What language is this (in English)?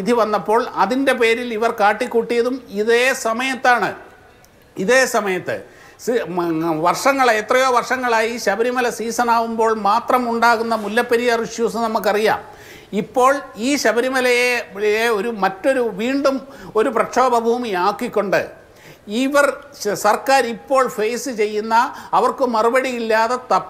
Malayalam